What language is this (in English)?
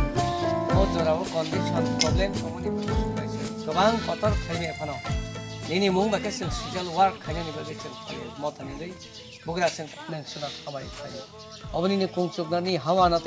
Kok Borok